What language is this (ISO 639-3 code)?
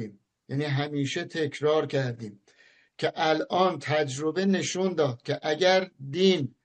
fas